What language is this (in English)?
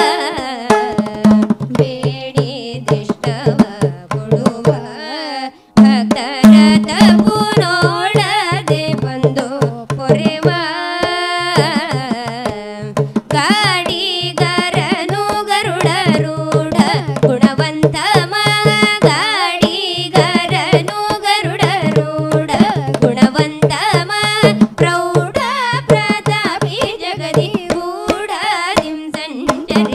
Kannada